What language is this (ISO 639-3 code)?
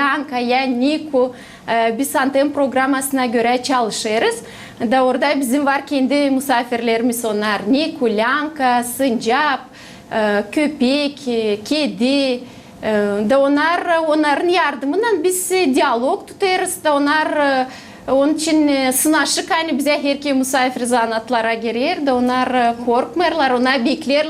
gag